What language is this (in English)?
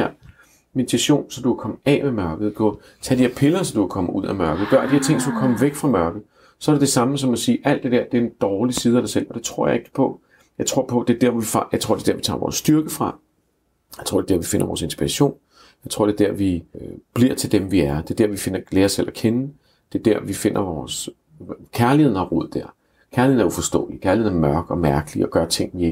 Danish